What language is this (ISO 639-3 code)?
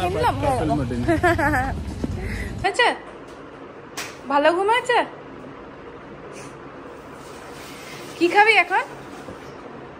ben